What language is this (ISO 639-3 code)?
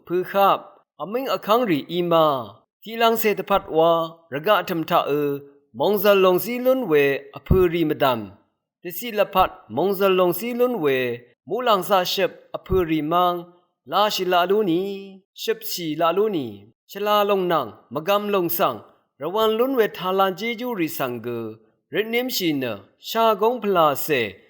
raw